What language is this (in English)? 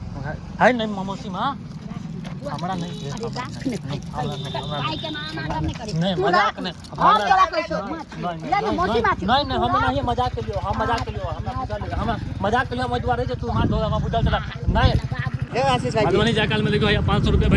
Maithili